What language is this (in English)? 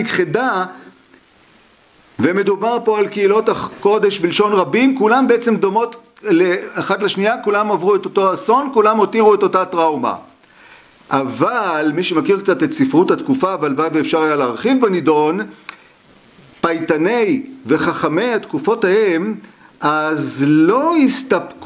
Hebrew